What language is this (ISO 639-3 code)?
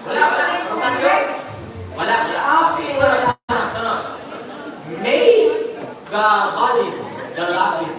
ceb